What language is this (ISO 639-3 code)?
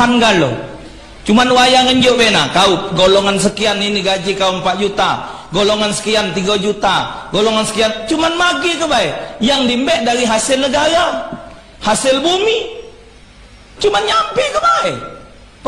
mui